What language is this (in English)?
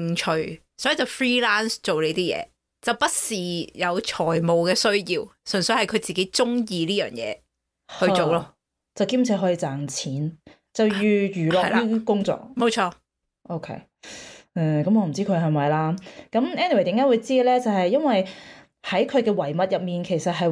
Cantonese